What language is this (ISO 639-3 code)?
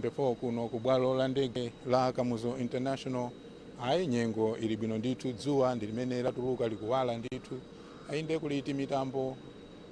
nya